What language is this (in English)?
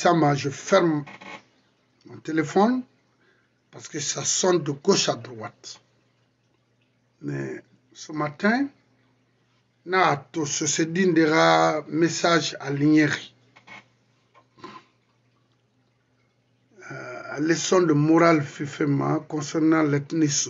French